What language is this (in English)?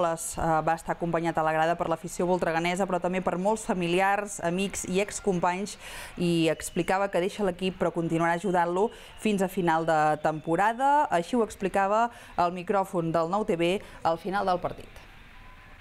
Catalan